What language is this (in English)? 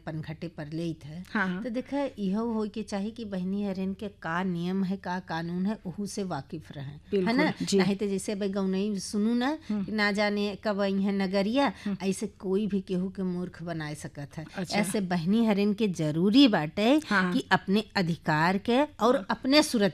Bhojpuri